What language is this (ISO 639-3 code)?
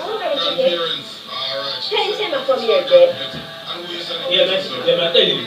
jam